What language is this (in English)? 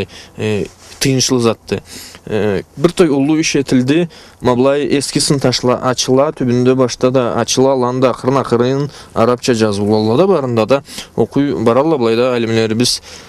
Karachay-Balkar